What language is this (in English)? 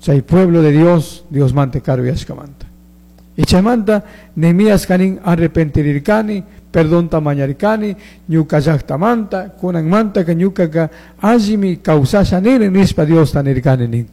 Chimborazo Highland Quichua